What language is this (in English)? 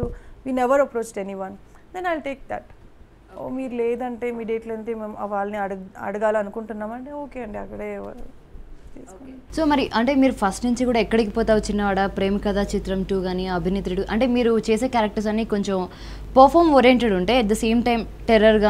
Telugu